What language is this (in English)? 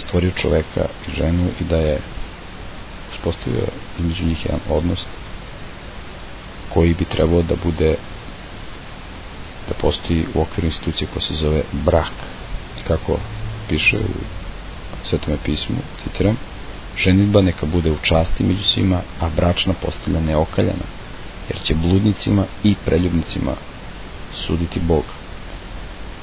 Serbian